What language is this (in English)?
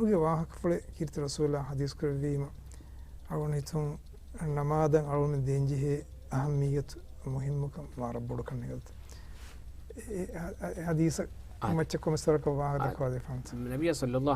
Divehi